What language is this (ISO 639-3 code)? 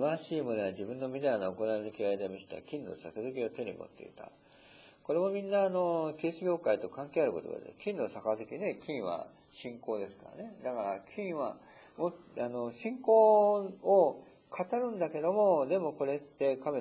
jpn